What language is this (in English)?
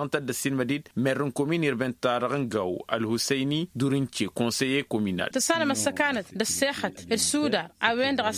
Tamasheq